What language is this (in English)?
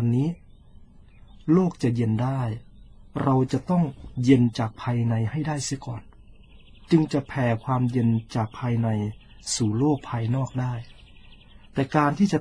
Thai